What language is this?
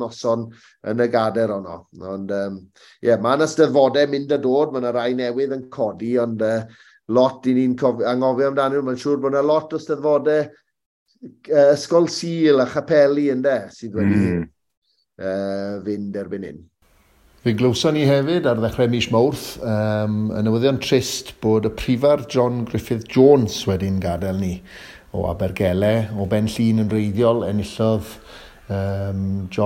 Welsh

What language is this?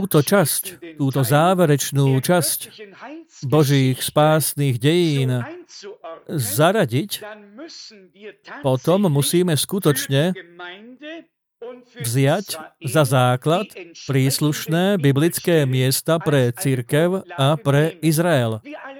Slovak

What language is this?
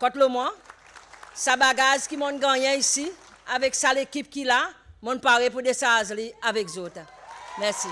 Seselwa Creole French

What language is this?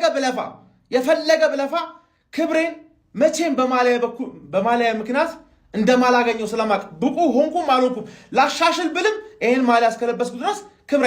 Amharic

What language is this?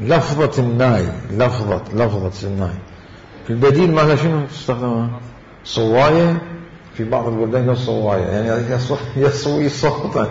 Mesopotamian Arabic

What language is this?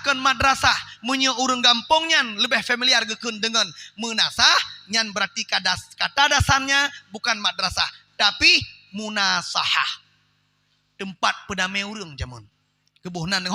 Achinese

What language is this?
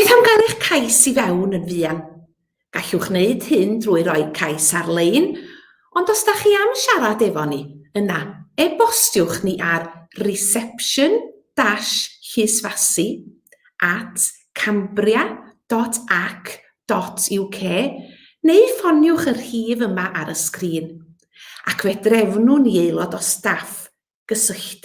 Welsh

